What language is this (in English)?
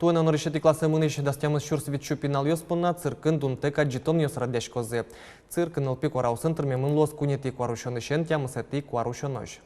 Udmurt